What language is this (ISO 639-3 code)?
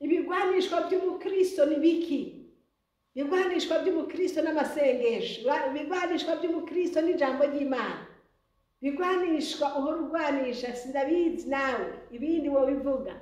run